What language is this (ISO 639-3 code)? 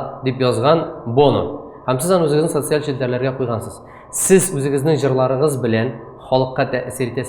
tat